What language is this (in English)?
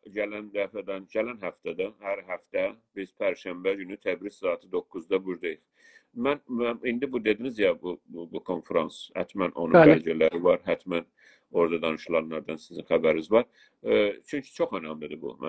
South Azerbaijani